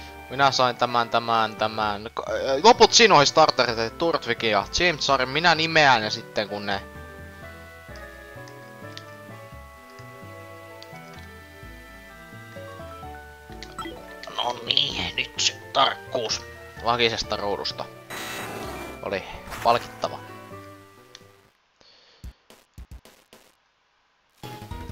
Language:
Finnish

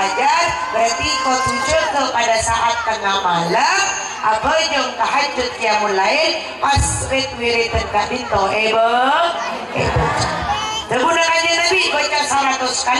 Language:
Madurese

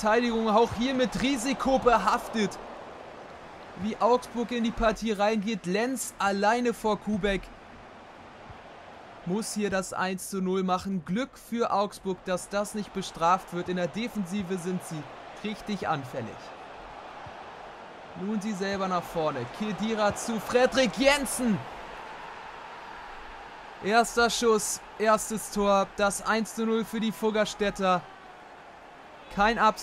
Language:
German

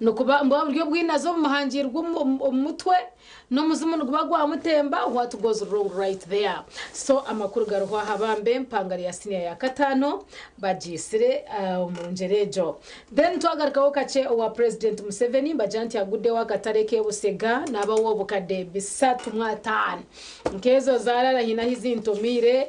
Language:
Nyankole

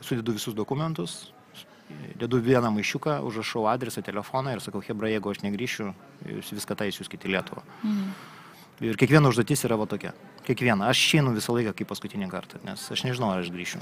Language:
Lithuanian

